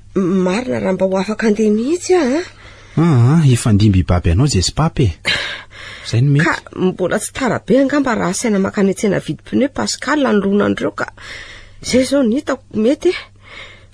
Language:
Malagasy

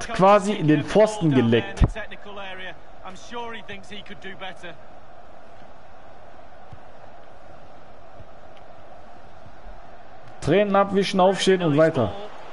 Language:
German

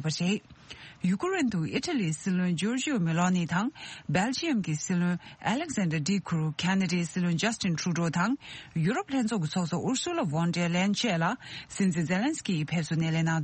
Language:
Tibetan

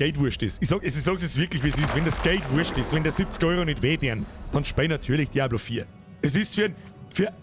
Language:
Bavarian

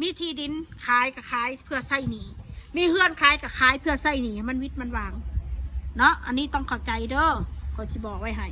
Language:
Northeastern Thai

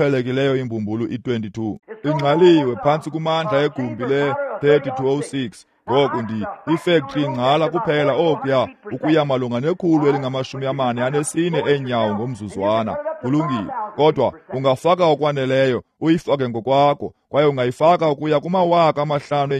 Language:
Xhosa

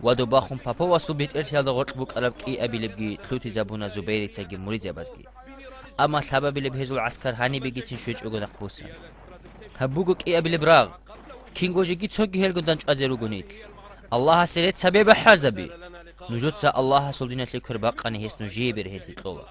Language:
Avaric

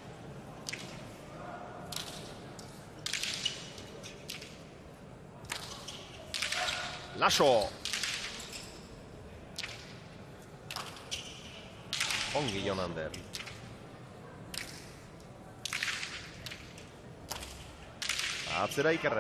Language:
Basque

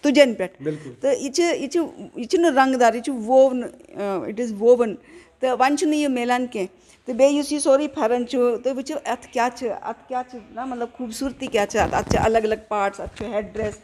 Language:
Kashmiri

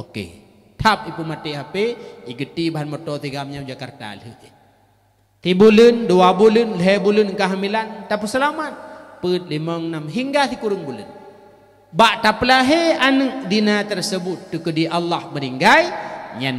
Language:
Achinese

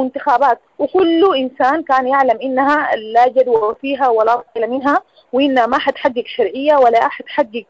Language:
Sudanese Arabic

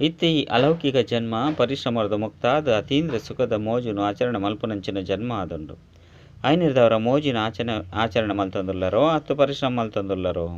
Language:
Tulu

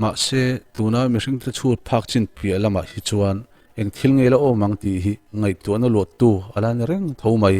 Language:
Mizo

